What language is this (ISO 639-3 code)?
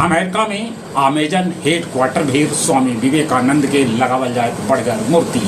mag